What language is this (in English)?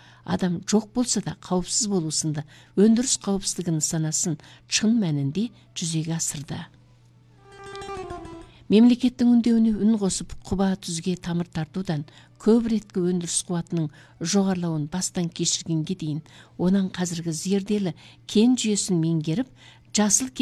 Kazakh